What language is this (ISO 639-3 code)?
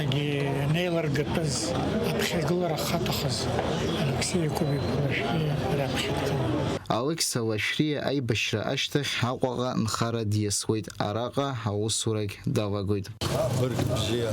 abk